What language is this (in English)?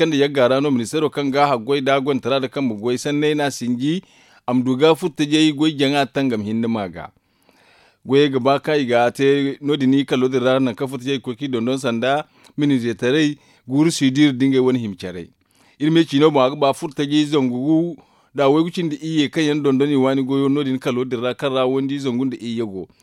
Zarma